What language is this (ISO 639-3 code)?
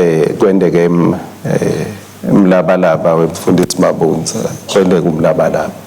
ssw